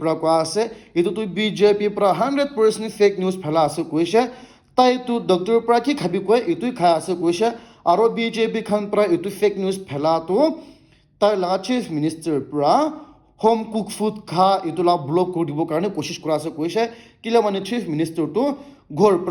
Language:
Naga Pidgin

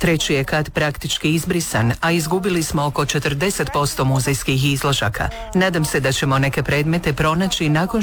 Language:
Croatian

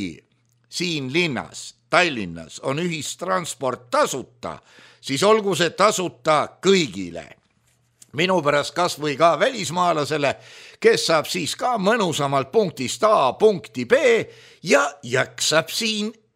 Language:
Estonian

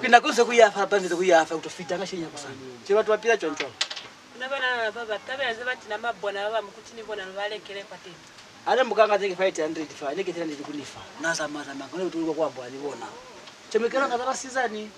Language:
Lozi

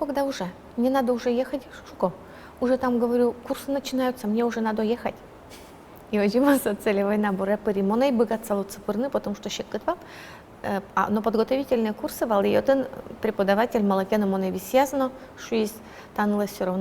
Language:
Udmurt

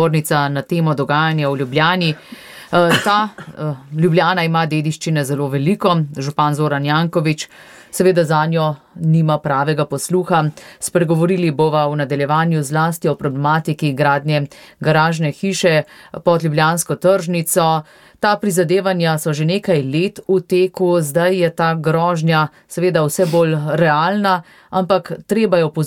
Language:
Slovenian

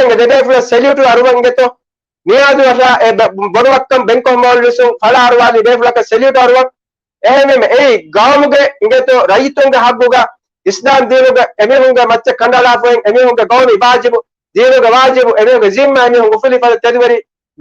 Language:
Divehi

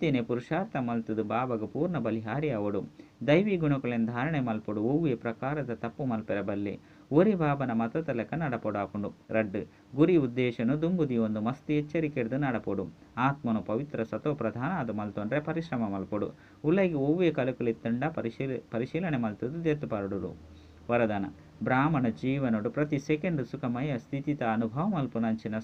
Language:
Tulu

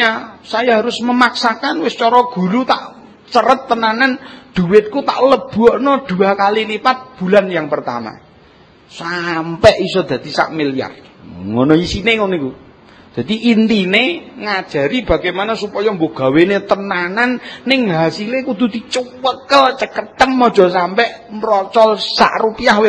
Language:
Javanese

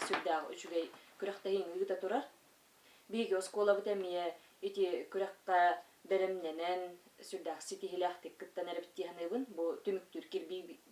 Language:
Yakut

